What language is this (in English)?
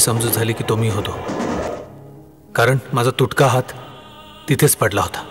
Marathi